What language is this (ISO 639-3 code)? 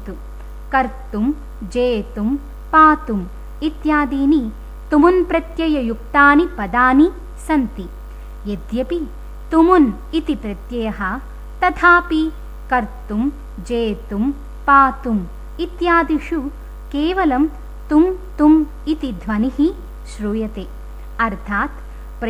san